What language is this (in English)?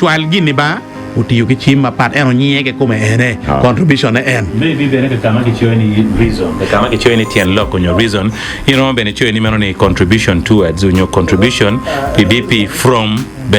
Acoli